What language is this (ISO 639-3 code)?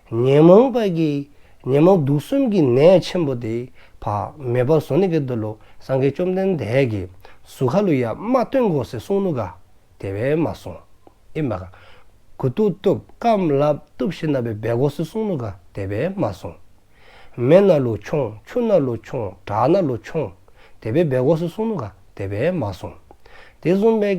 dzo